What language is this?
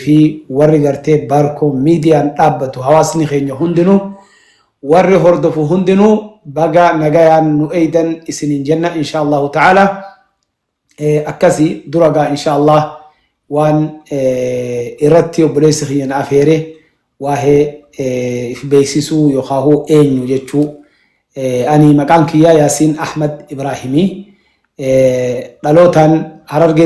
Oromo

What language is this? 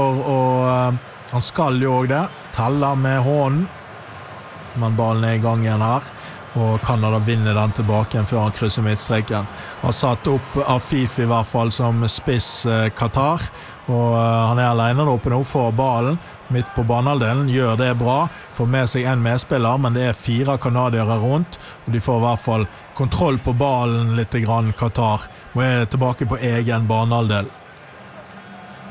Norwegian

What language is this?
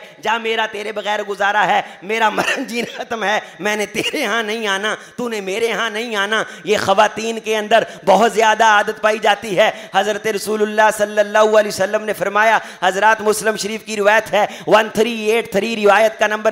Urdu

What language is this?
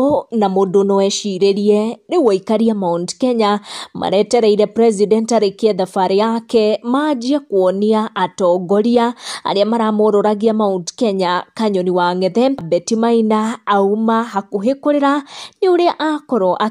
Kikuyu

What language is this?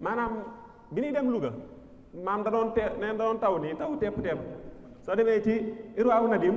Wolof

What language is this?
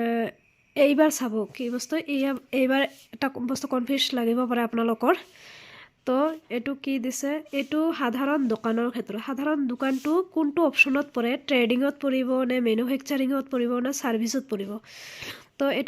Assamese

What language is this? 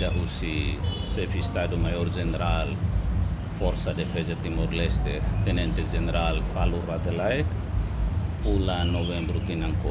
Tetum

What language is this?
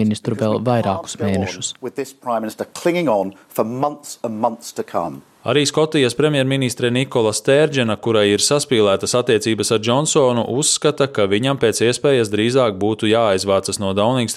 Latvian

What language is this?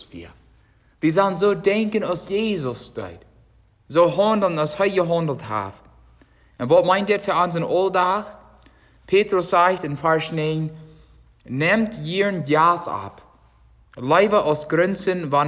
Plautdietsch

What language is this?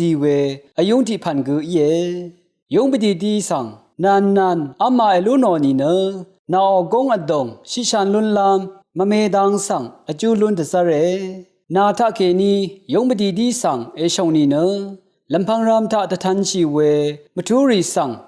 Rawang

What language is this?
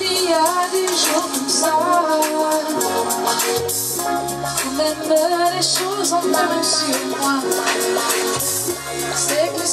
French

